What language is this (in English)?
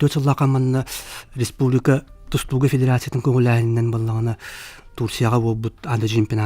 Yakut